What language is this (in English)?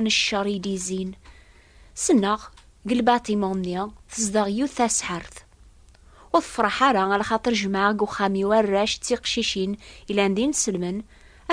Kabyle